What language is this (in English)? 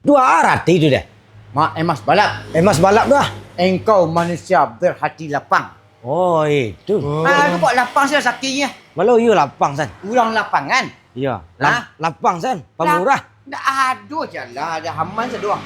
Minangkabau